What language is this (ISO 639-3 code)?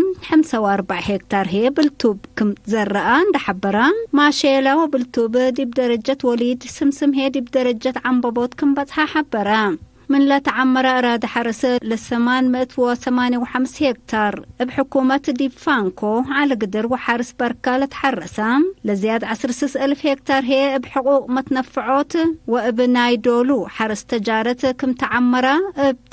tig